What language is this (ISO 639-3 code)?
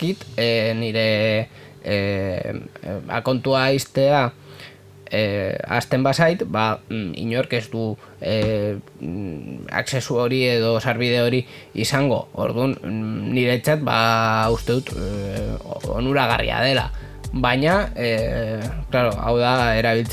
eus